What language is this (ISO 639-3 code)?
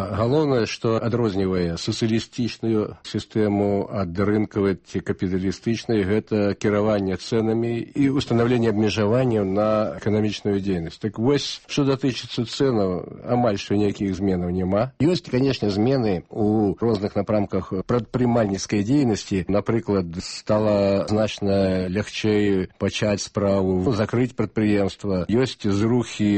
bel